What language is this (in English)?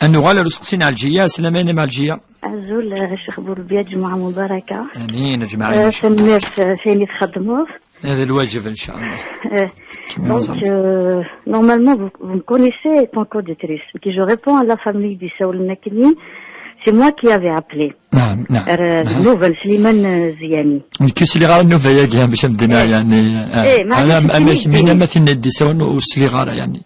Kabyle